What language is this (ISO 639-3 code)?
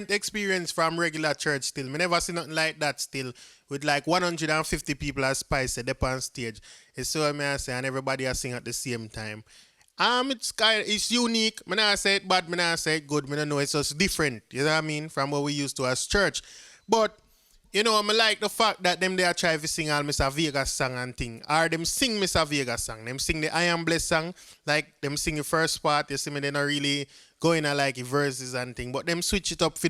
jam